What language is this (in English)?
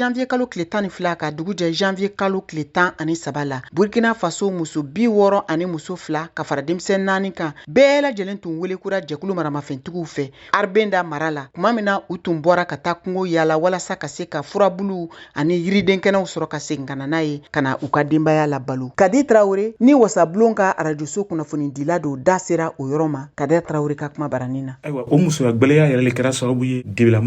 Bambara